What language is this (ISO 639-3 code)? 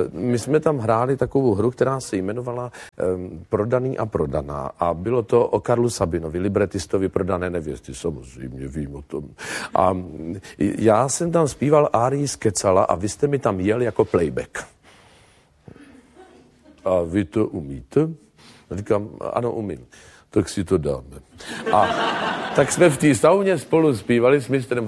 ces